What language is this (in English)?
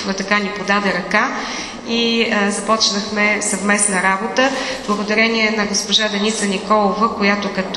Bulgarian